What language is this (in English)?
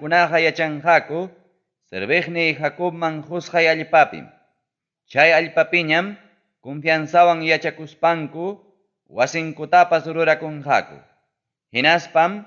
Ayacucho Quechua